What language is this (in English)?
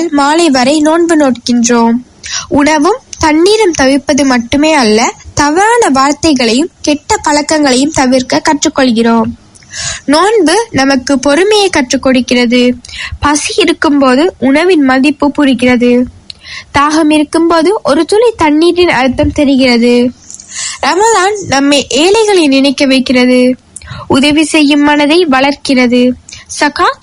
Tamil